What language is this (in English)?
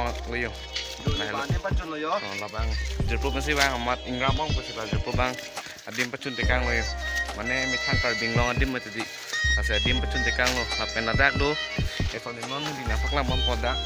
Karbi